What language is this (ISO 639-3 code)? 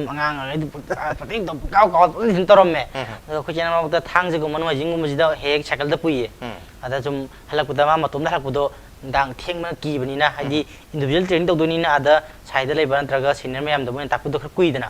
mni